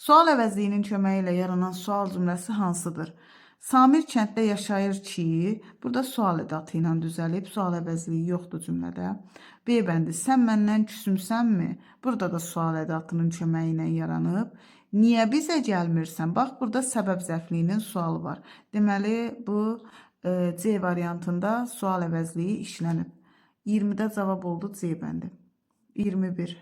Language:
Azerbaijani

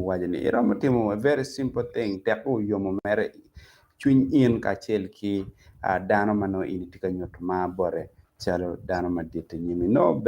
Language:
Acoli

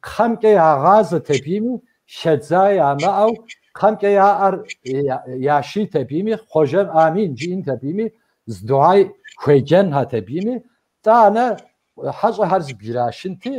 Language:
Kabardian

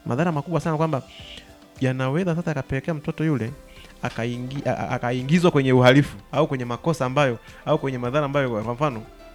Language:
Swahili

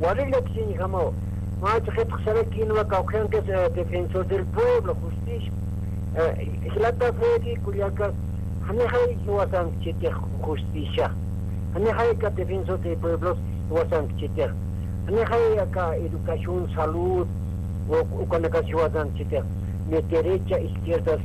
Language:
Aymara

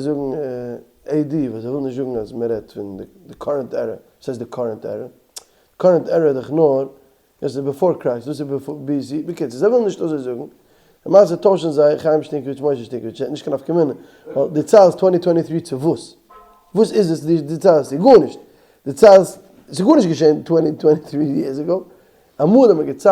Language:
Yiddish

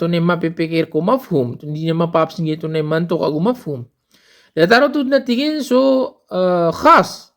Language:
Maranao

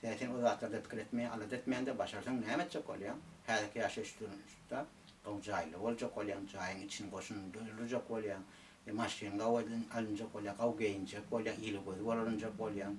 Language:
Turkmen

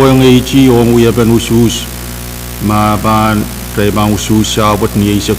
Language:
Pohnpeian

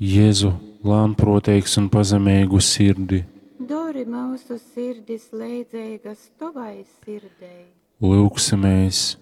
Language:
Latgalian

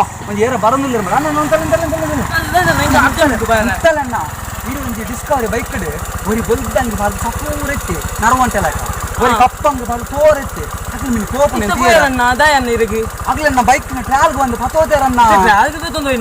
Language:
Tulu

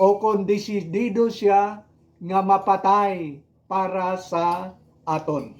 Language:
Hiligaynon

